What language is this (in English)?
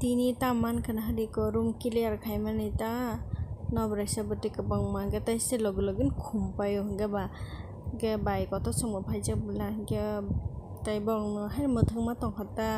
Kok Borok